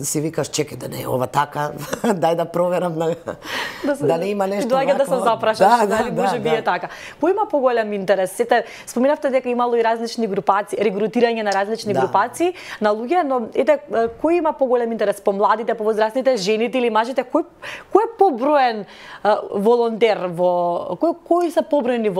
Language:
Macedonian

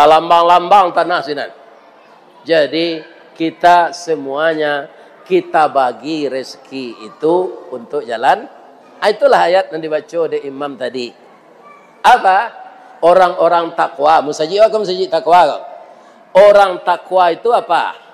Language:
Minangkabau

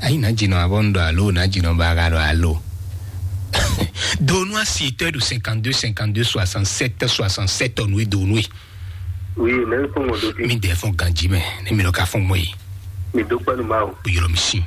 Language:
Fon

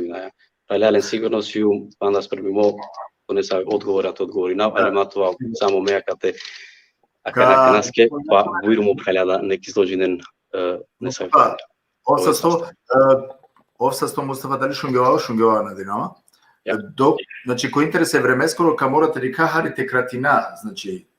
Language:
Balkan Romani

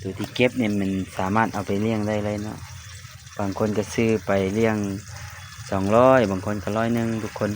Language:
Lao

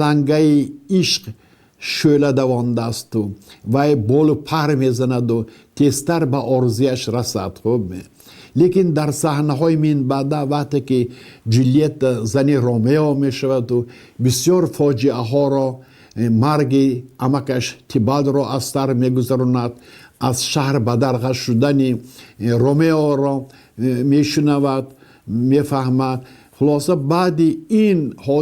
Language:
Tajik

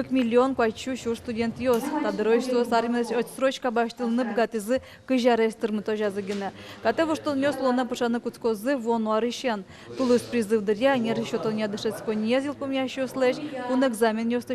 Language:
Udmurt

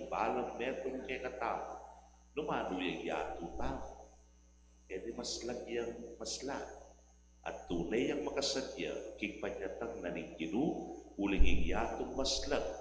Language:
Pampanga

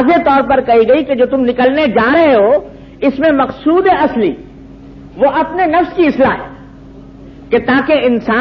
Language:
Urdu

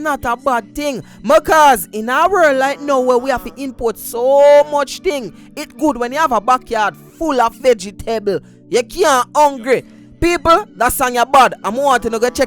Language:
Jamaican Creole English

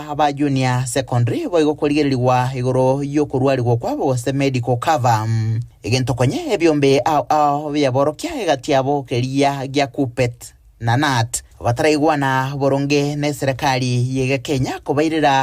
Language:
Gusii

